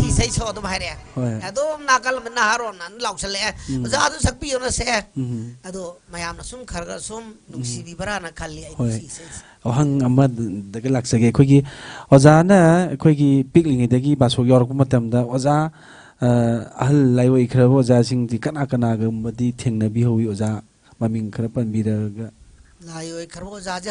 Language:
Manipuri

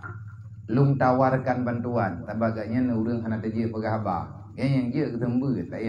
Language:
Achinese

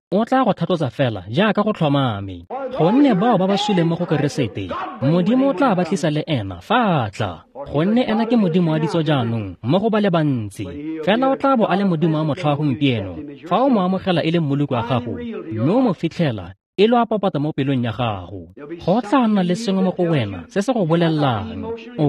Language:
Tswana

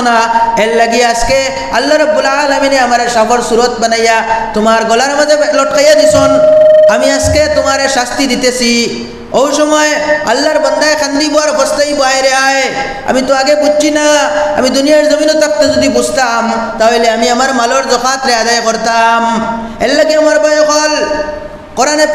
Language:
Sylheti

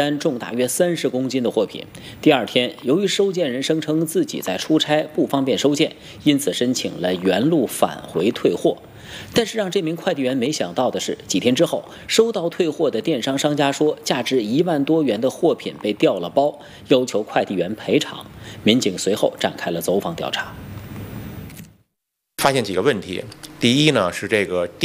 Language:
Chinese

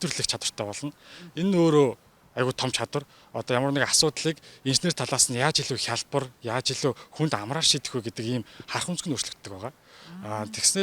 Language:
Mongolian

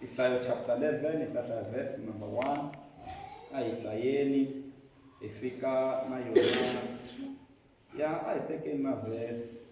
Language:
Tsonga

